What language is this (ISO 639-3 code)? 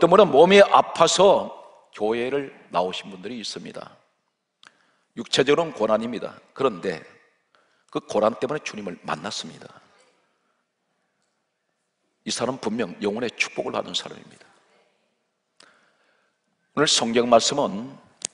kor